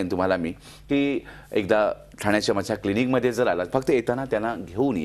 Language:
Marathi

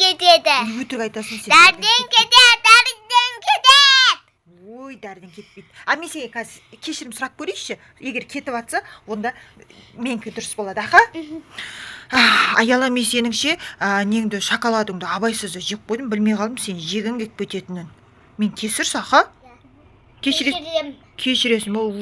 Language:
Kazakh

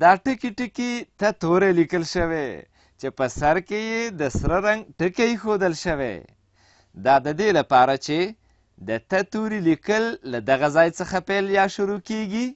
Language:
Pashto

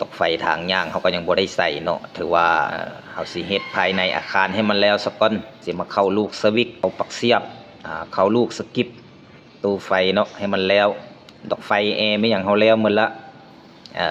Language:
Lao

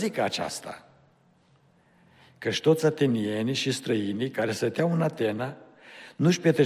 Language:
Romanian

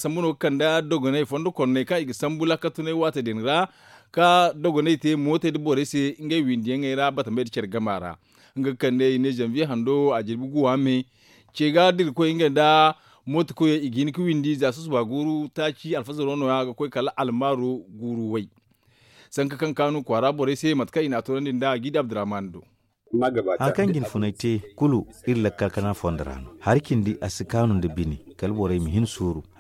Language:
Zarma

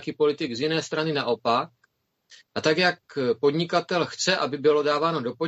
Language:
Czech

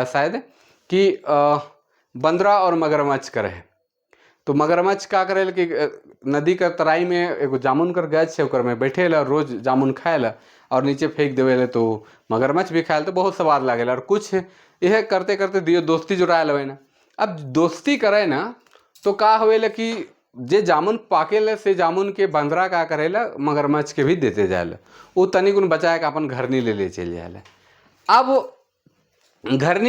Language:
Sadri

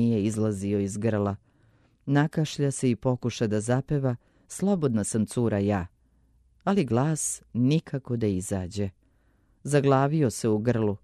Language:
Serbian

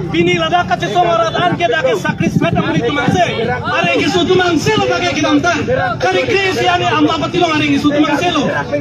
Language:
Karbi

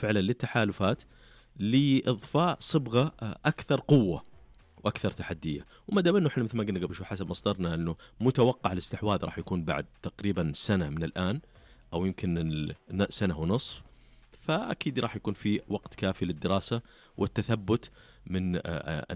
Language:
Najdi Arabic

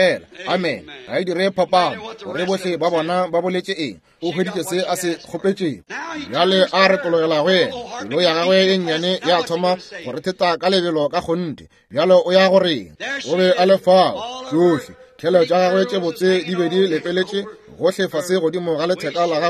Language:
Northern Sotho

